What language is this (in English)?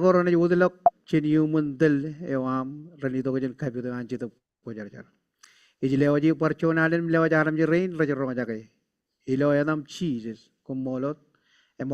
Marshallese